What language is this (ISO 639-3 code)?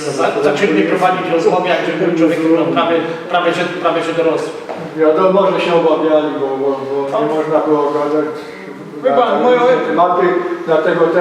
szl